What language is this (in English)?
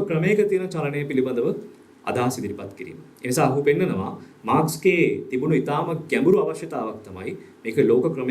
Sinhala